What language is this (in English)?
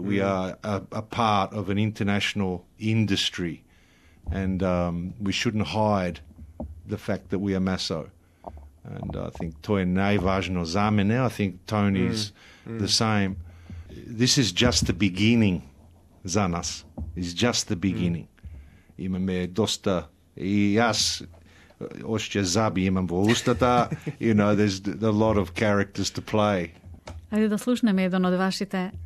Macedonian